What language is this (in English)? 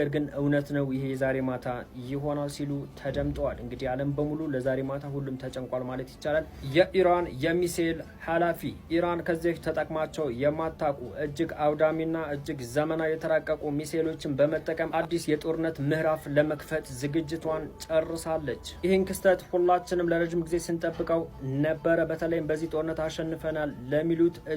Amharic